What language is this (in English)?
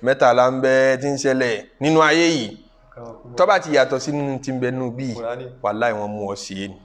Yoruba